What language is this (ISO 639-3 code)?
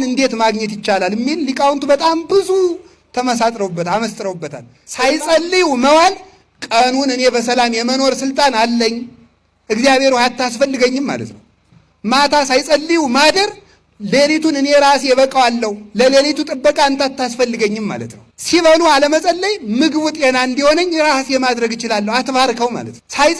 amh